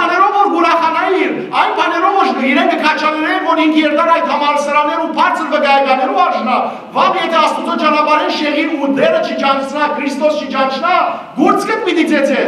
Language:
Western Armenian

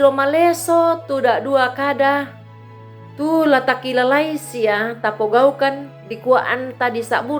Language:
Toraja-Sa'dan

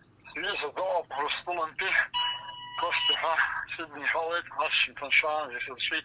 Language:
Abkhazian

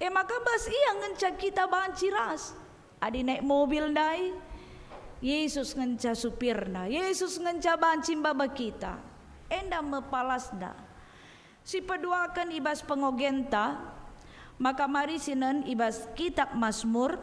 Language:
Batak Karo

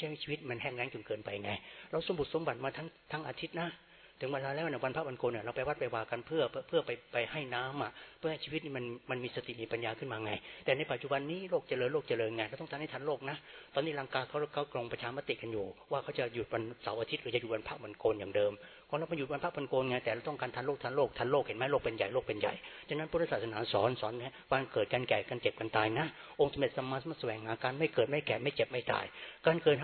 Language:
Thai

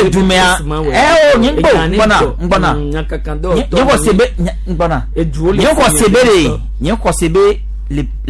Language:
Gen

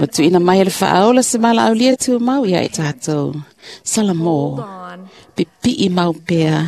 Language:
Samoan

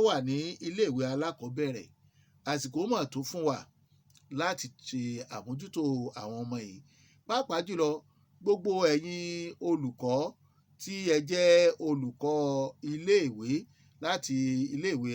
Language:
Yoruba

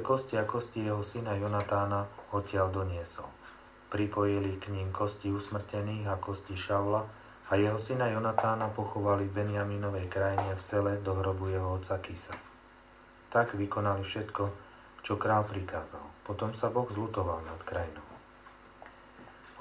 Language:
Slovak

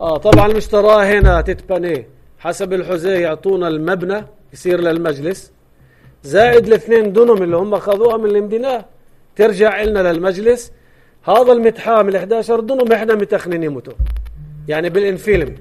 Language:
North Levantine Arabic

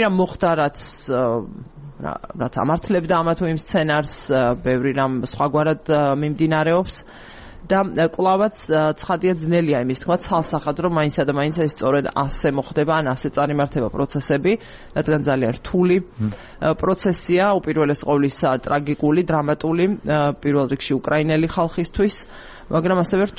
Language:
Georgian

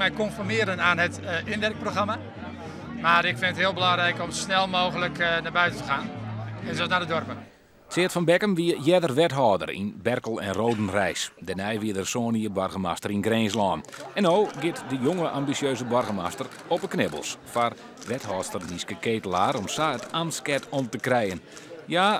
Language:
Western Frisian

